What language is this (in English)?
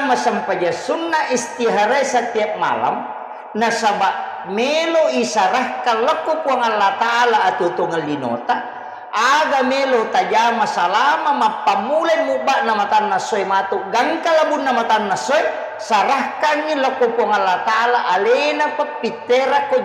Buginese